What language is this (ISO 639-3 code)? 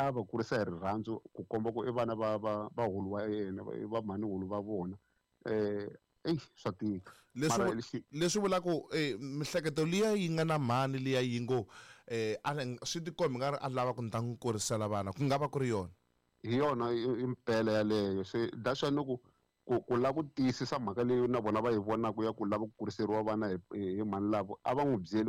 tso